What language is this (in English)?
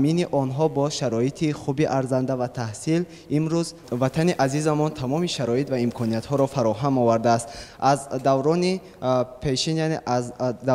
Tajik